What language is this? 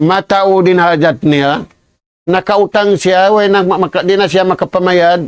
Tausug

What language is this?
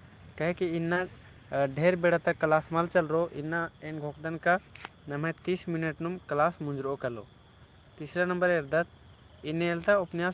Kurukh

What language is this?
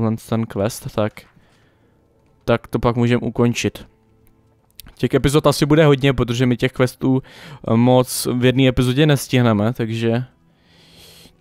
Czech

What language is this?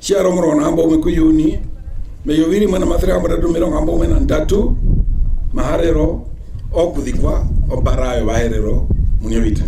Herero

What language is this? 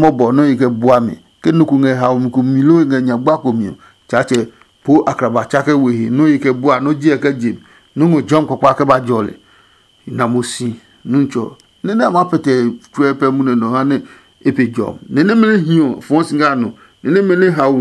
Adangme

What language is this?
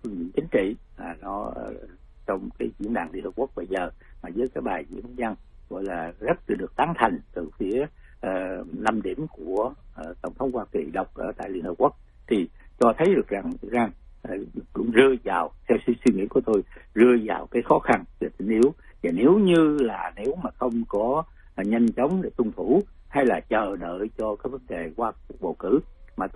Vietnamese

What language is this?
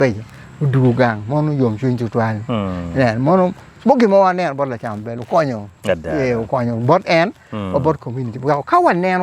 Acoli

